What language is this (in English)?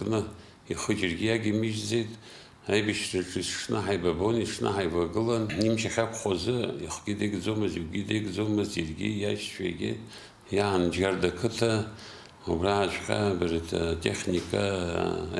Abkhazian